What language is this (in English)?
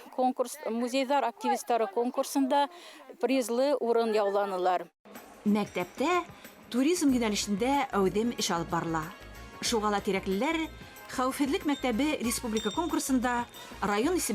Bashkir